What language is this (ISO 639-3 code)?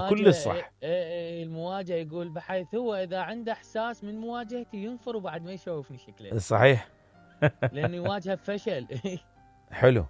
acm